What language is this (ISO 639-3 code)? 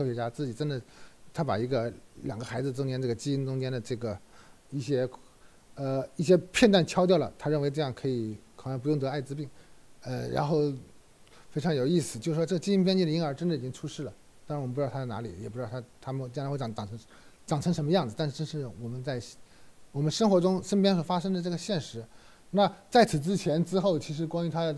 zho